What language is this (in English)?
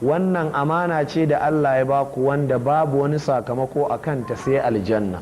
Hausa